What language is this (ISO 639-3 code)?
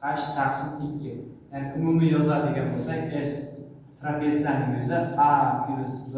uzb